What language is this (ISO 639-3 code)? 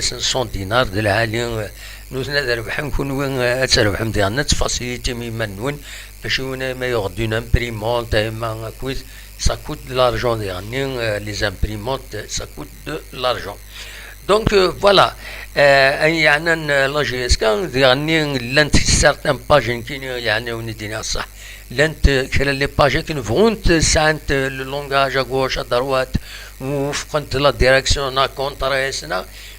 kab